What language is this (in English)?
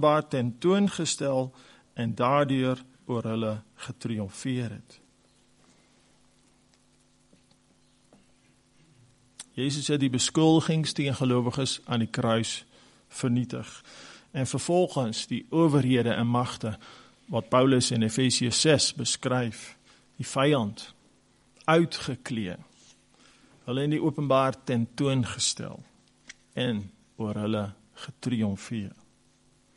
Afrikaans